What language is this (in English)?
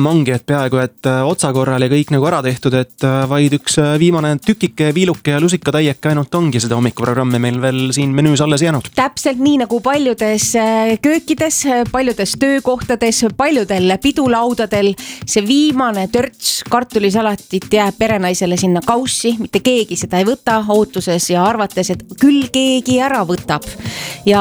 Estonian